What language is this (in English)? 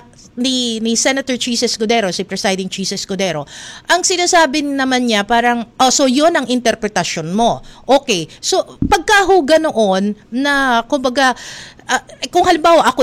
Filipino